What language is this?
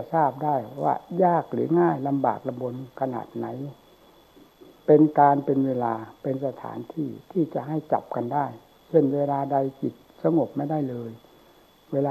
Thai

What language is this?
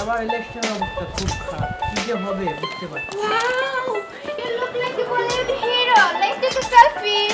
Sylheti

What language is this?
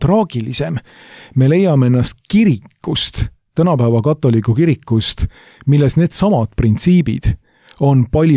Estonian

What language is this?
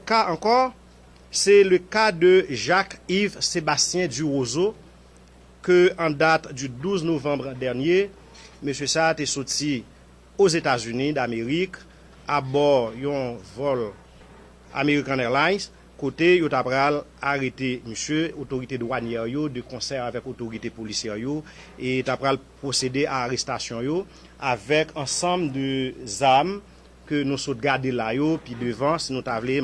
Haitian Creole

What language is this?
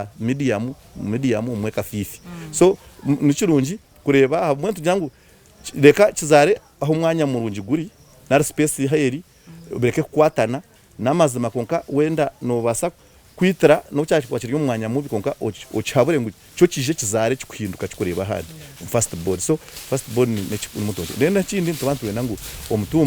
Nyankole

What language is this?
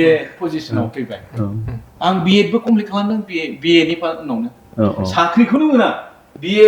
Bodo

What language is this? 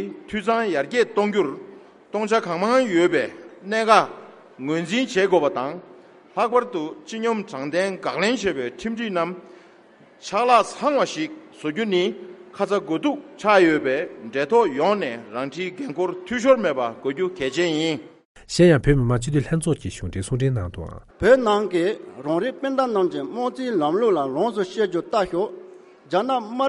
Tibetan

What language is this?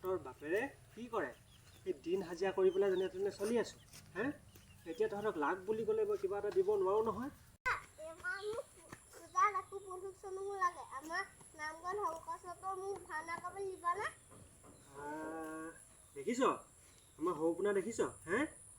Assamese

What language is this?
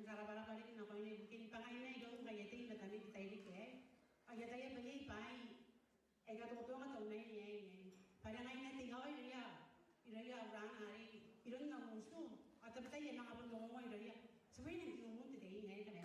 Gilbertese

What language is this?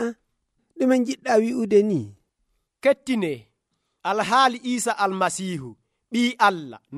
Nigerian Fulfulde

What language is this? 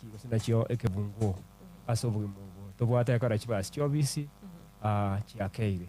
Gusii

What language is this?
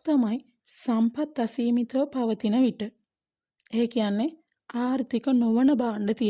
Sinhala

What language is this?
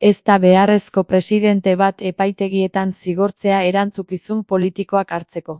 Basque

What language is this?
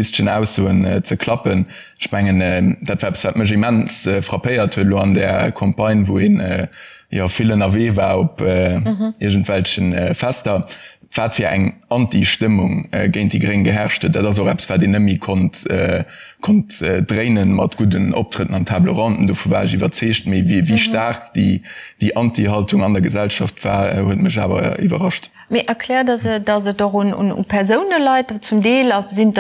Luxembourgish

